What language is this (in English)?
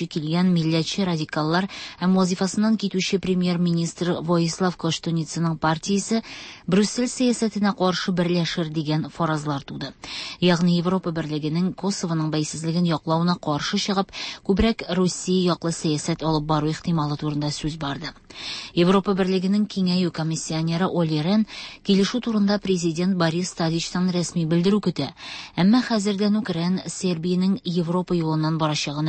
Tatar